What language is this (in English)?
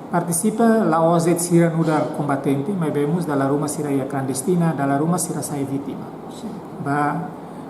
Tetum